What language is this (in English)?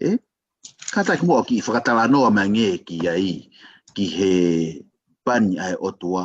Tongan